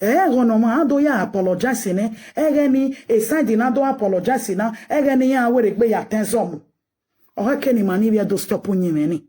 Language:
Nigerian Pidgin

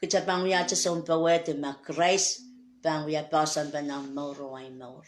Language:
Pohnpeian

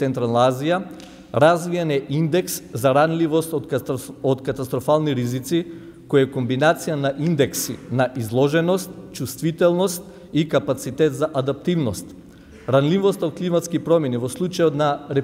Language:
Macedonian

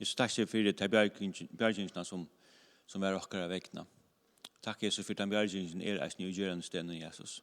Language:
Faroese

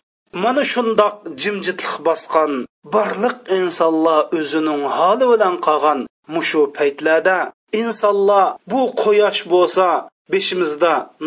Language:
Uyghur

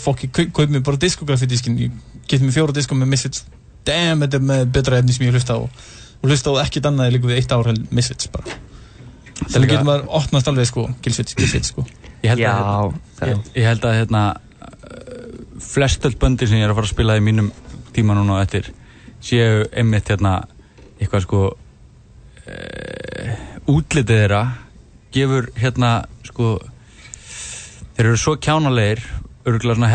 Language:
Icelandic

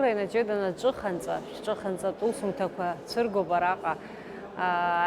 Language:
Abkhazian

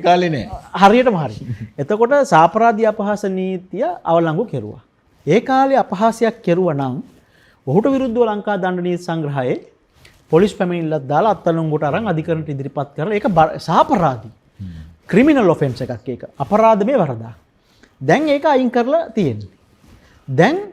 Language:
Sinhala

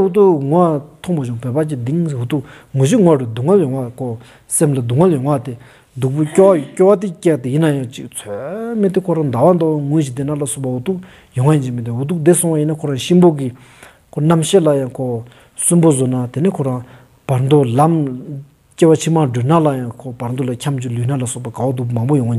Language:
Stod Bhoti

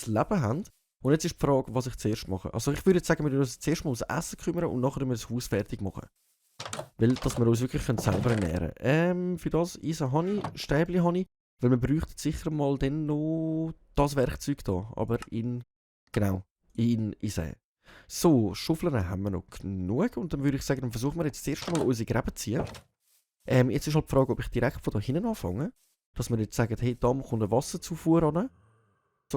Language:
Swiss German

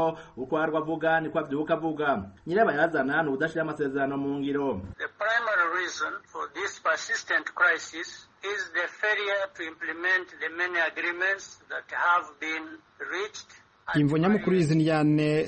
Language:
Rundi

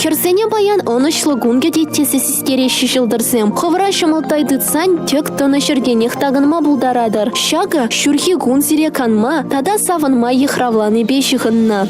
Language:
Chuvash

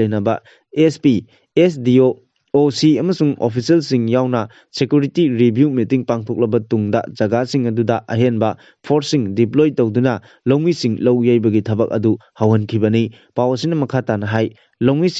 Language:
Manipuri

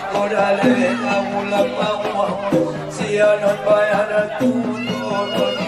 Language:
Batak Angkola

